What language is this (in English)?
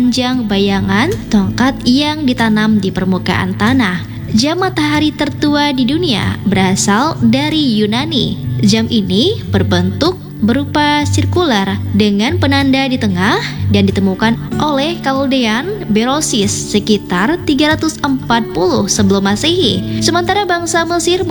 Indonesian